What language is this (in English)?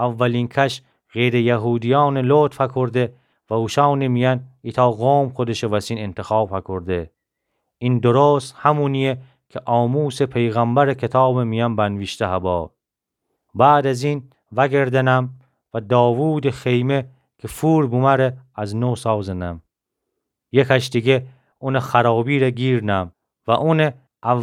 Gilaki